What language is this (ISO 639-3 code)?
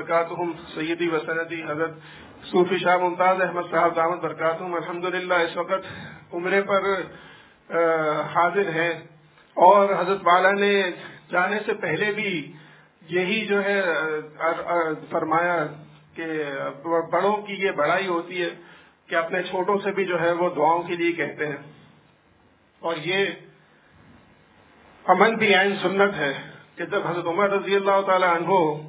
urd